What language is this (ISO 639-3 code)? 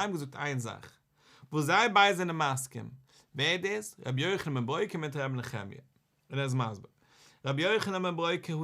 yid